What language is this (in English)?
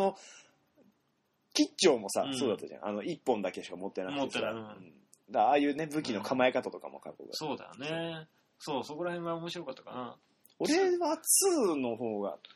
Japanese